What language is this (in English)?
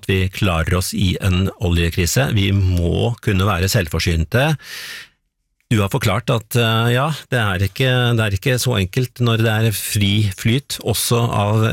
Norwegian